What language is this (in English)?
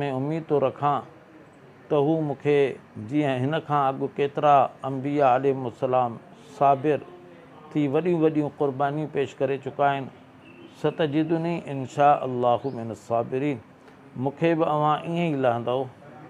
Sindhi